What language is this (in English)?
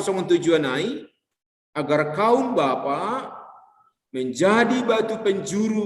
Batak Simalungun